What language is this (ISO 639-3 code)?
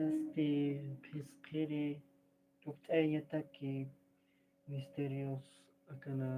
aym